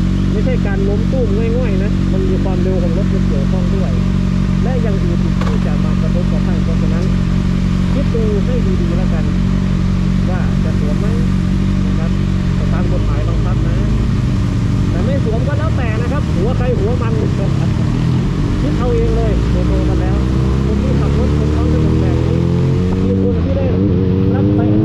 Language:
Thai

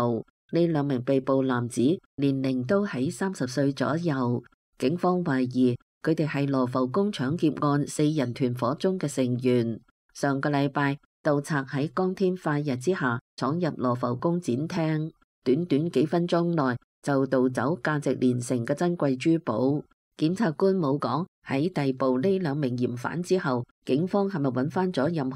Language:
Cantonese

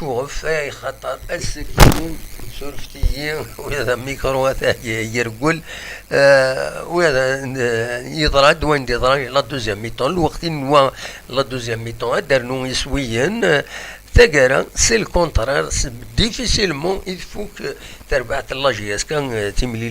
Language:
Kabyle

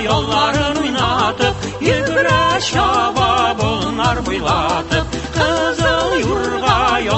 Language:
Tatar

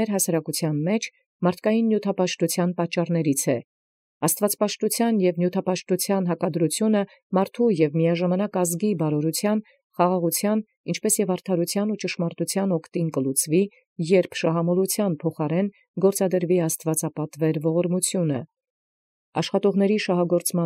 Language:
Armenian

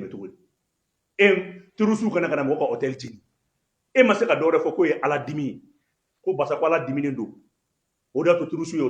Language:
Bambara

